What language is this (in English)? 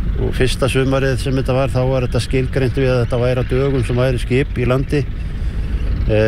Icelandic